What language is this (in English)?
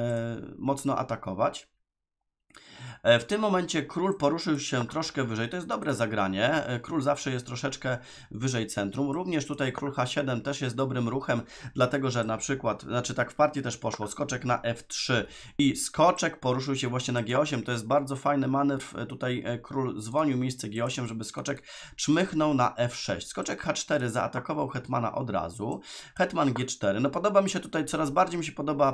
Polish